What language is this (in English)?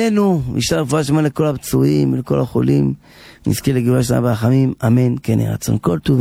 Hebrew